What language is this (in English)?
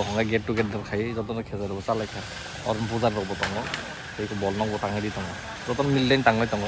Kok Borok